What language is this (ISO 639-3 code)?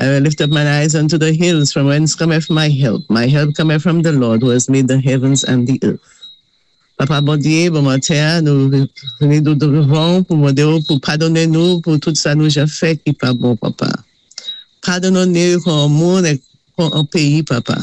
acf